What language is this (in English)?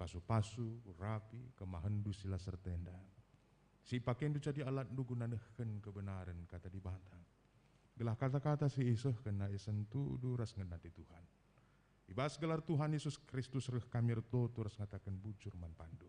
Batak Karo